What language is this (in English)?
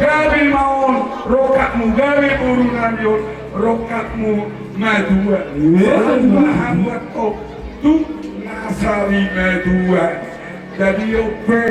Batak Toba